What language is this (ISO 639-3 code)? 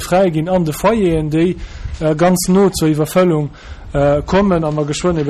ltz